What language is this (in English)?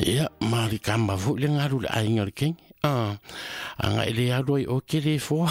Samoan